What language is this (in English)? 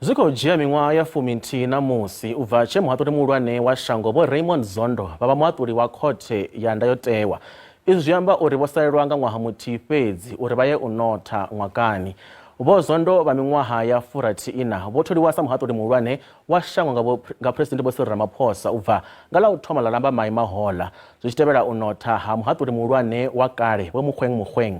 Venda